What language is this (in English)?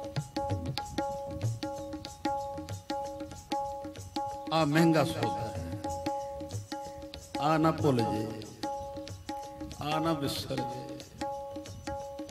Punjabi